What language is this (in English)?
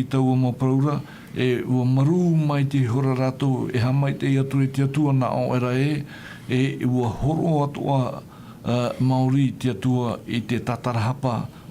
Tahitian